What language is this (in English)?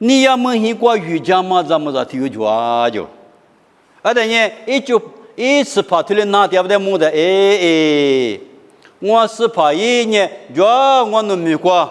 Lisu